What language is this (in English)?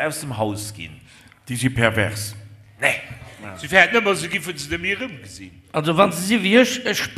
Luxembourgish